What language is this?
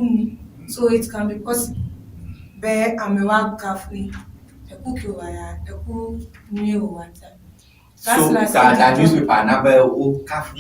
Ewe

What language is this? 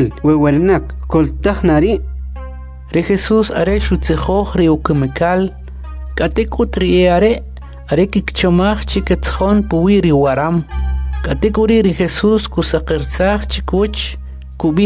Kʼicheʼ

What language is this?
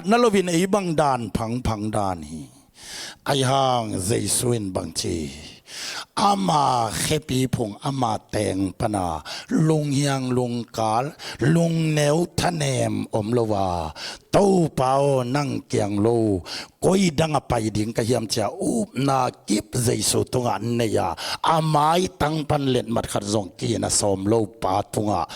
Tedim Chin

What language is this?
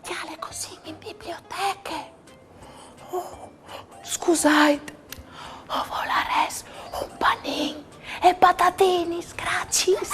Friulian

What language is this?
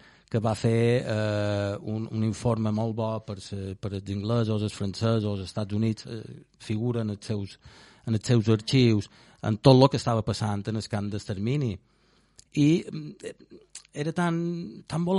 Catalan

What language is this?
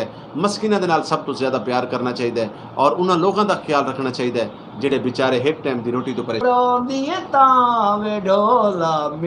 Saraiki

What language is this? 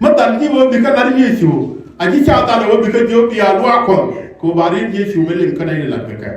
Nuer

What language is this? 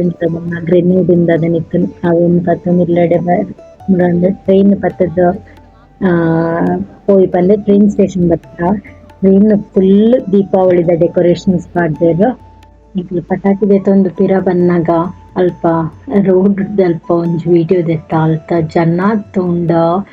Tulu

